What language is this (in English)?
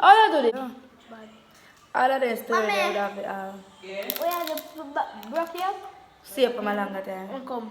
Jamaican Creole English